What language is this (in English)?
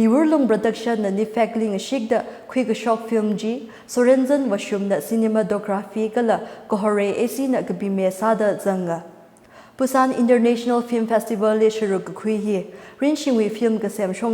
Tangkhul Naga (India)